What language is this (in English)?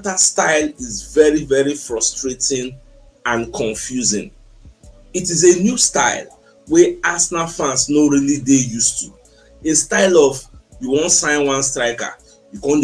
Nigerian Pidgin